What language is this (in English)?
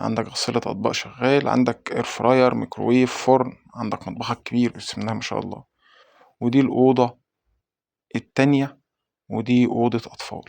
Egyptian Arabic